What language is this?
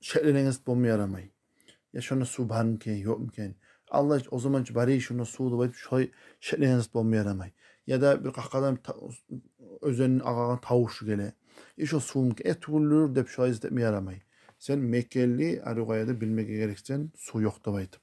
Kumyk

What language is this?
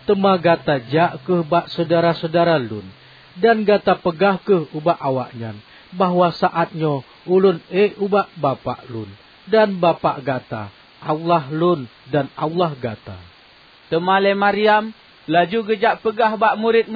Achinese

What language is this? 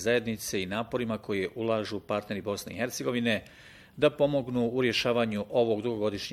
Bosnian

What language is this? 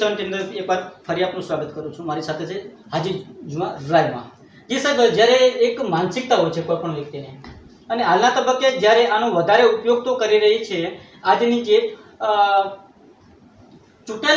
Gujarati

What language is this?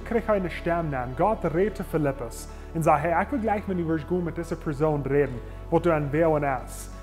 Plautdietsch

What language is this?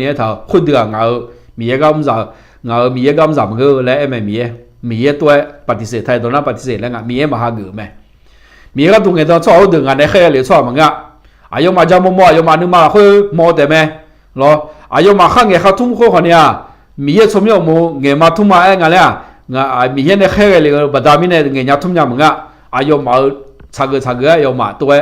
Akha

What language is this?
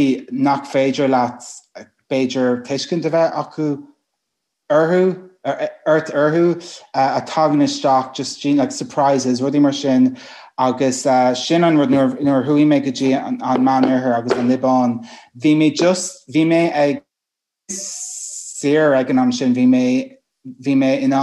Irish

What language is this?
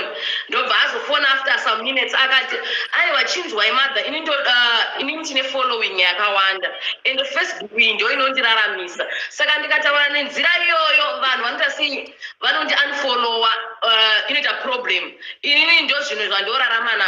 Shona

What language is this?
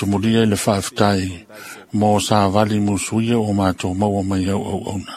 Samoan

